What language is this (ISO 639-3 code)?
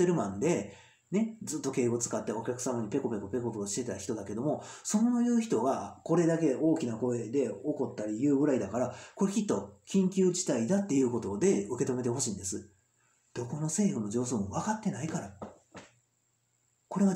jpn